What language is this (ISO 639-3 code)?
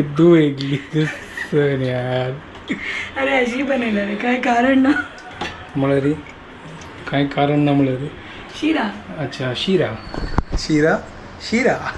kok